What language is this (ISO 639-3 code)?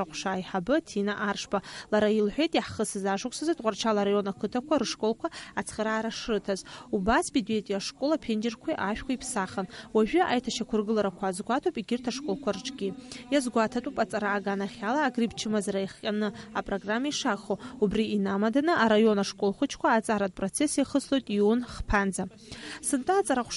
abk